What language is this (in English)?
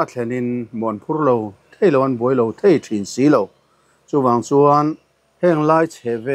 Mizo